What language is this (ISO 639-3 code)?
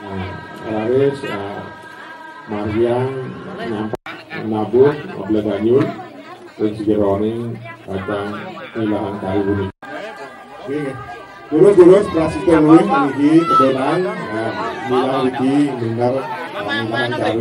ban